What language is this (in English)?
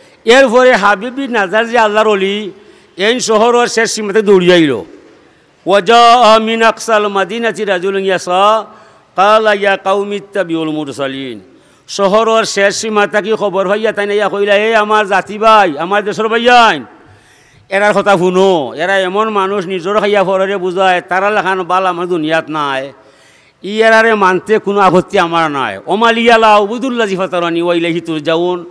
Sylheti